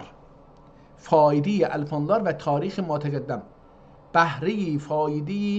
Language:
South Azerbaijani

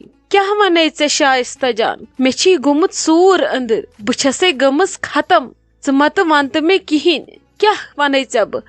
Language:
Kashmiri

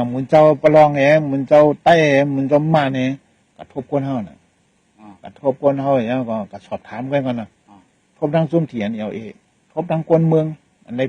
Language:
Shan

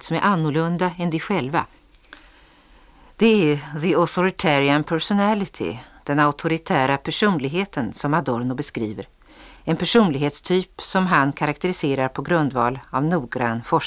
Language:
Swedish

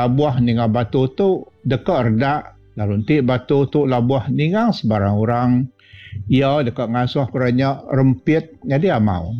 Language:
Iban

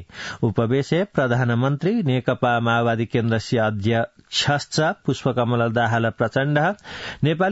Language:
Sanskrit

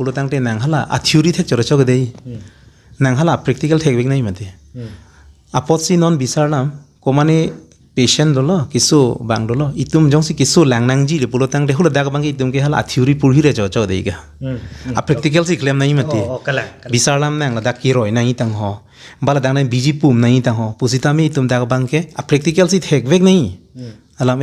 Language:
Karbi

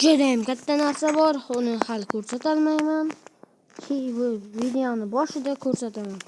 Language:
Uzbek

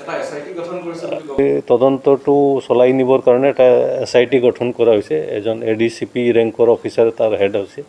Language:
Assamese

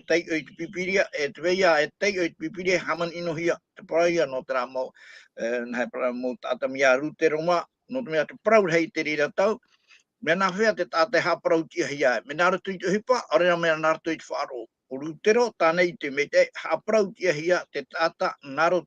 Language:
Tahitian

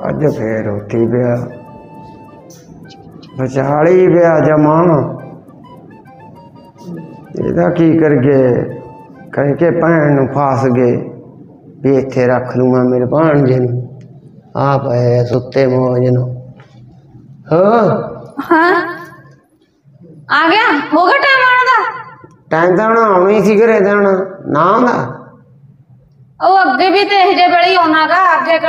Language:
Punjabi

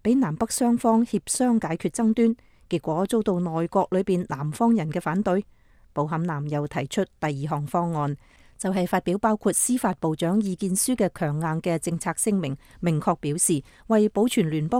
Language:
Cantonese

